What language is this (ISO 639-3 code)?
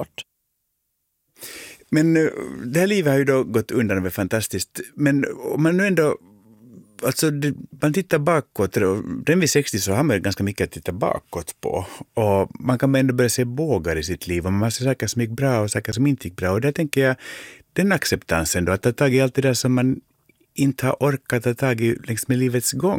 swe